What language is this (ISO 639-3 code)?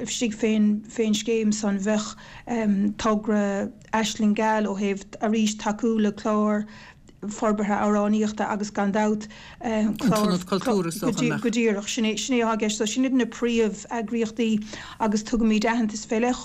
gle